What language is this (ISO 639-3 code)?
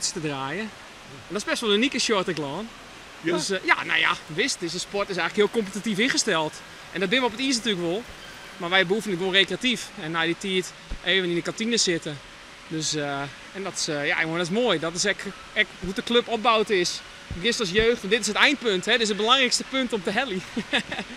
fry